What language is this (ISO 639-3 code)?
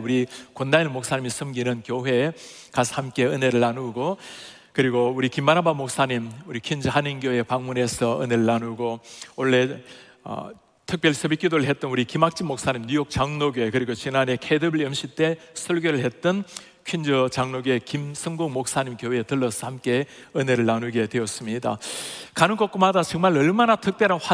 kor